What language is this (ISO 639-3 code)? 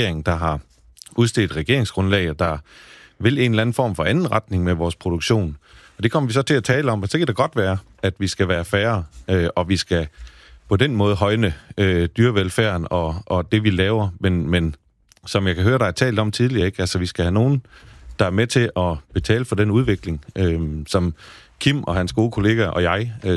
dan